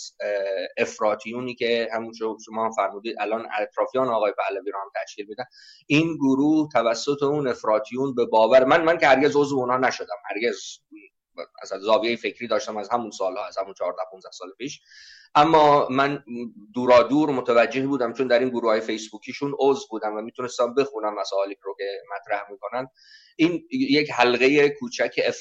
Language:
Persian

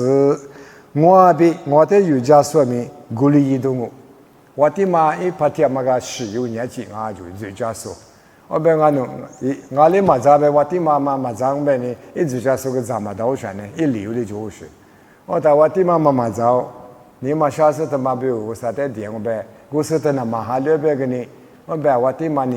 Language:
Lisu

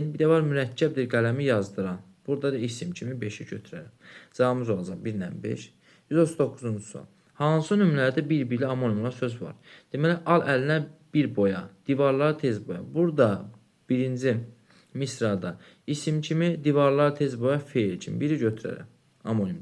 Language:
Azerbaijani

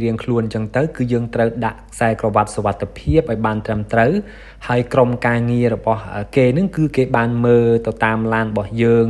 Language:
Khmer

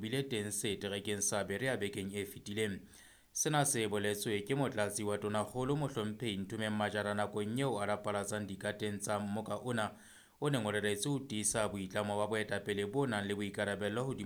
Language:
Southern Sotho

